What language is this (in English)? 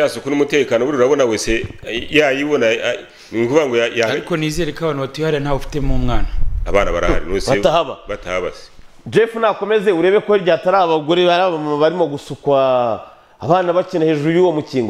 Kinyarwanda